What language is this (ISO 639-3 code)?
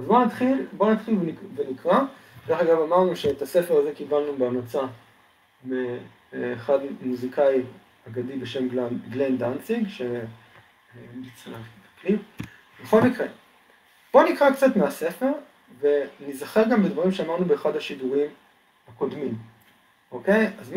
heb